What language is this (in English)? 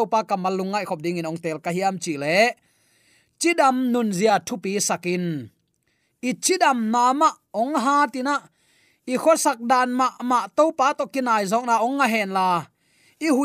Tedim Chin